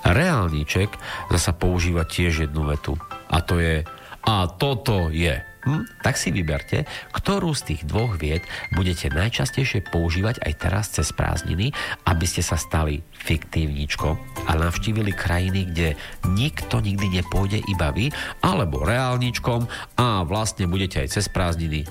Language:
Slovak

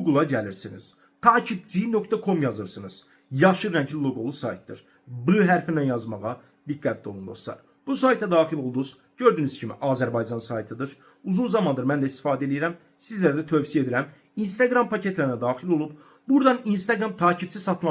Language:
Azerbaijani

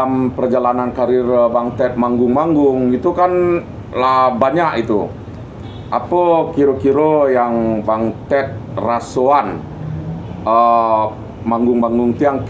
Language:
Minangkabau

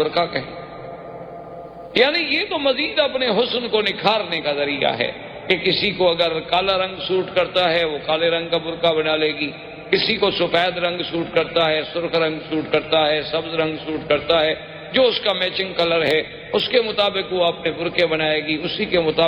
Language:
Urdu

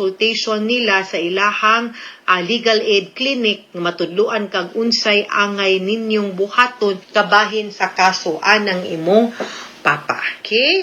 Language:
Cebuano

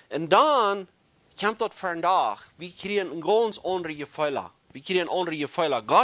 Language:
Plautdietsch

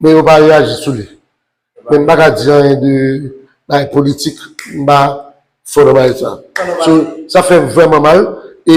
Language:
Haitian Creole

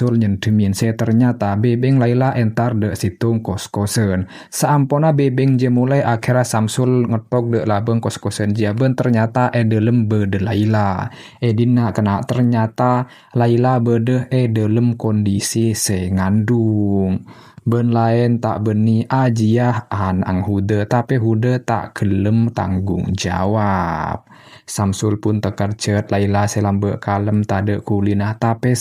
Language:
Madurese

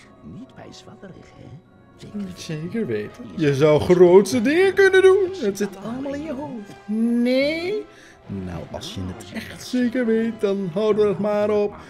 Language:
Dutch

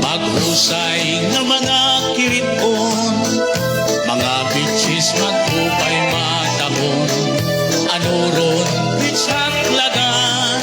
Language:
Waray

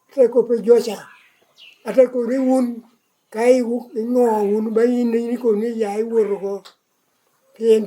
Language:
Lango (Uganda)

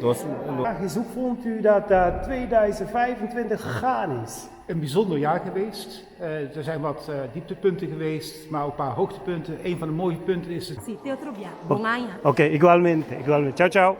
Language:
Papiamento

